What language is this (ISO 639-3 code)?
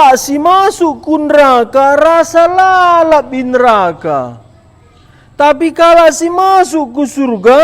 btx